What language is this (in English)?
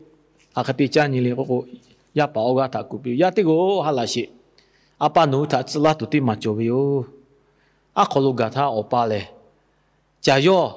Lahu